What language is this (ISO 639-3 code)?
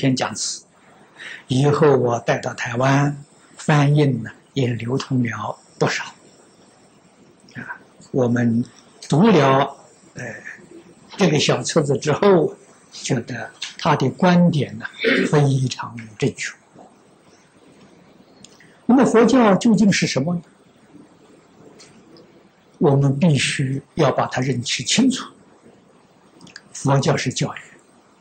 zho